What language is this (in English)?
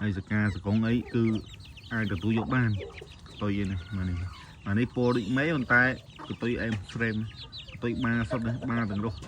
Khmer